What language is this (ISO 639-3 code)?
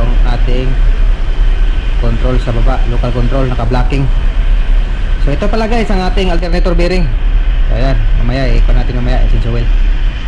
fil